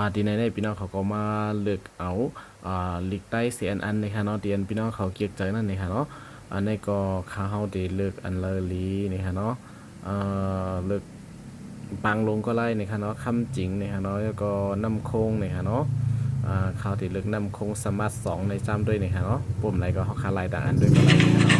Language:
Shan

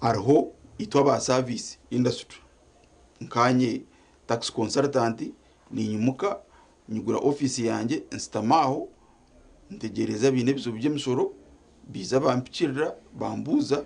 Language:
Nyankole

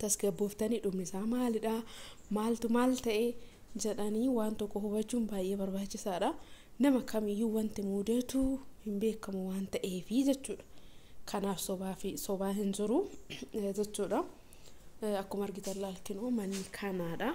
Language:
Oromo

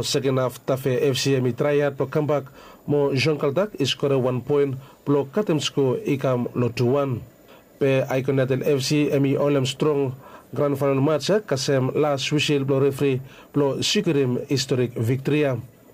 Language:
Bislama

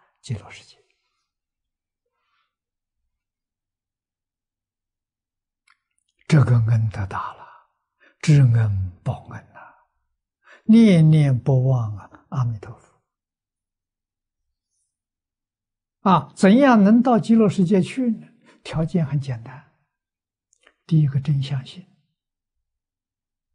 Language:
Chinese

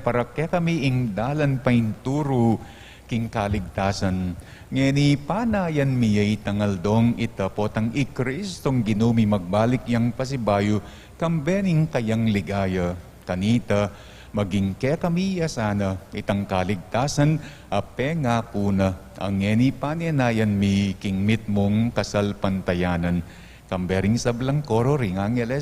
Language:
Pampanga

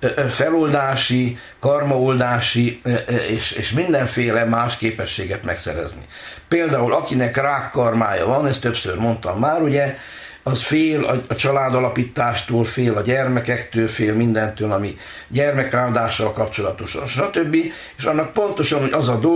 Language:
Hungarian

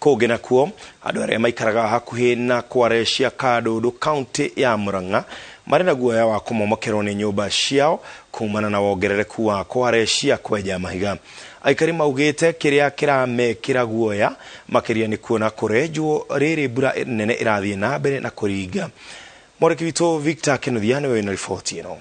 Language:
Kikuyu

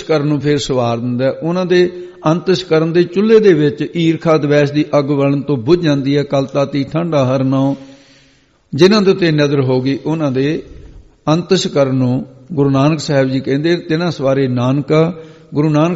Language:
Punjabi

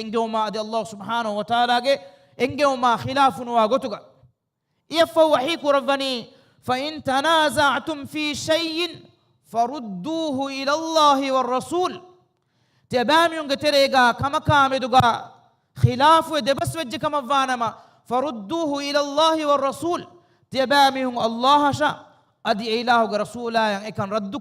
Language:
Divehi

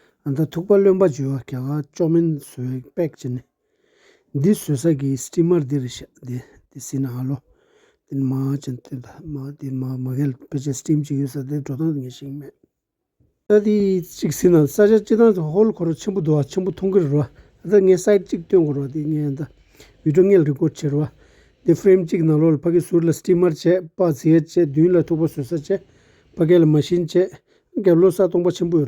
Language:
Tibetan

